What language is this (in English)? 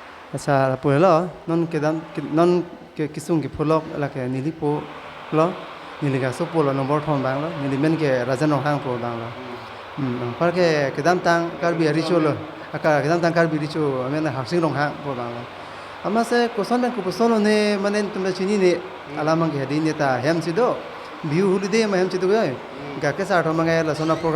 Karbi